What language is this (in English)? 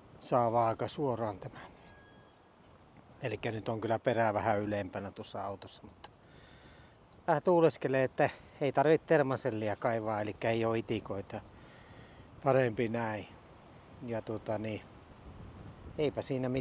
Finnish